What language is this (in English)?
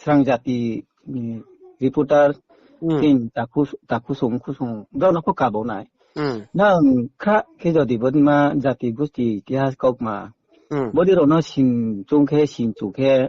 Riang (India)